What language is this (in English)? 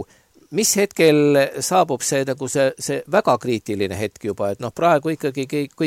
Estonian